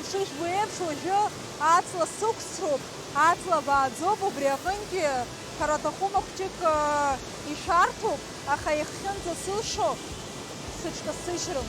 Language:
Abkhazian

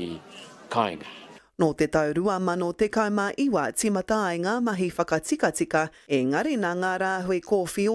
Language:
Māori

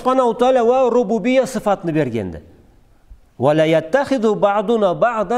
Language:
Karachay-Balkar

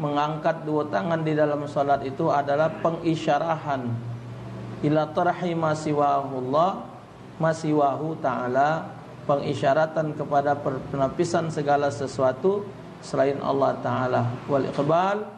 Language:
Musi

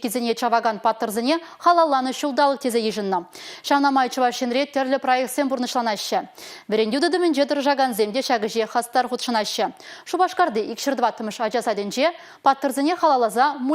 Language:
Chuvash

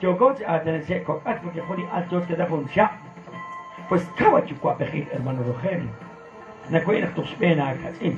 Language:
Kekchí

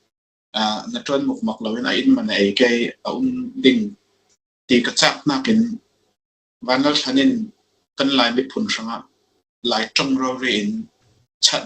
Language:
Falam Chin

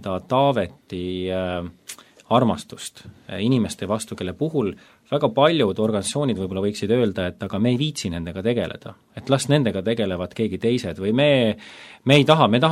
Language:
Estonian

